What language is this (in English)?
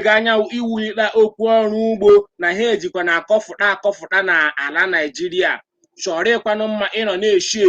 Igbo